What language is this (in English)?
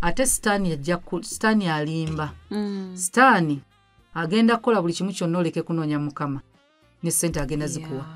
Ganda